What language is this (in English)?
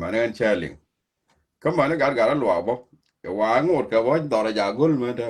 Nuer